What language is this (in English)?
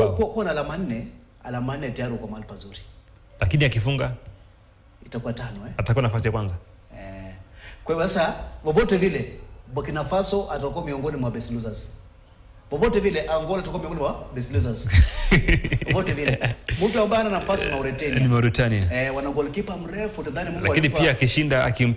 Swahili